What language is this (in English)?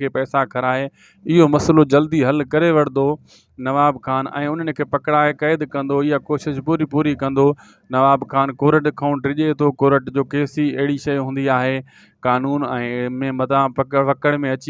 Sindhi